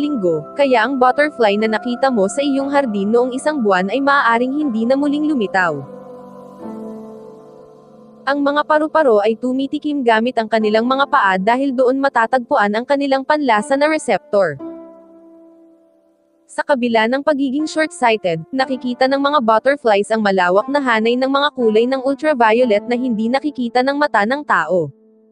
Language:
Filipino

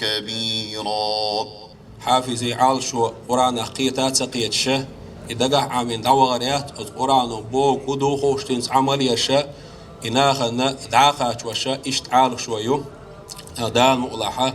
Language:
Chechen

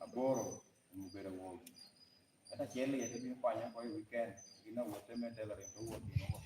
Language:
Lango (Uganda)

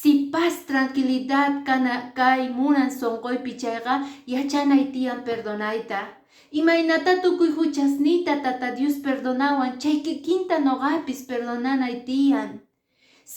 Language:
Quechua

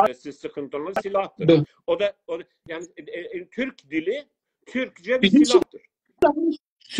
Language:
South Azerbaijani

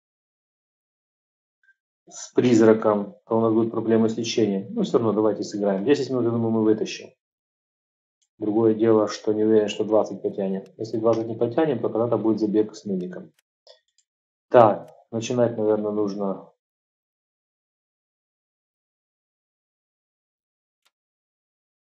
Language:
Russian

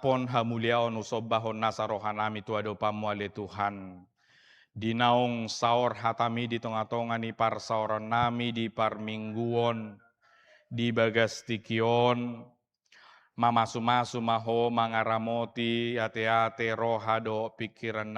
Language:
Batak Toba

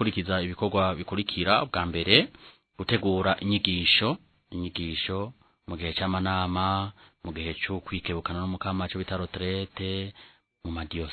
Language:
Rundi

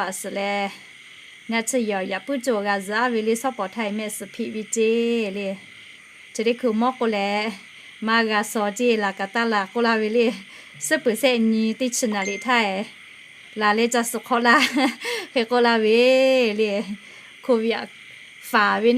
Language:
Lahu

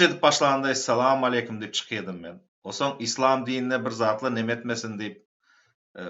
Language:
Turkmen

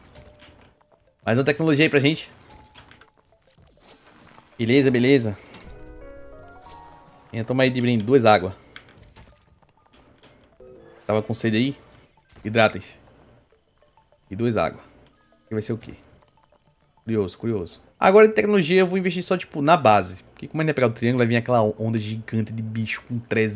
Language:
Portuguese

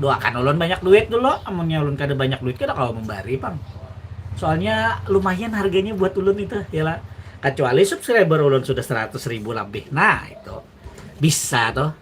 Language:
Banjar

